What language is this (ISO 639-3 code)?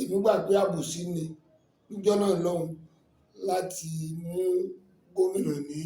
yor